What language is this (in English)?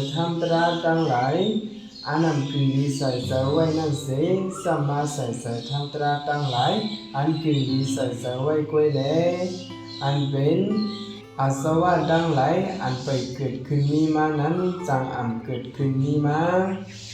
Shan